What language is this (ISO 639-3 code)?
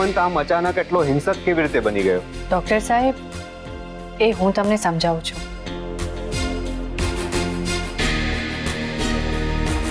guj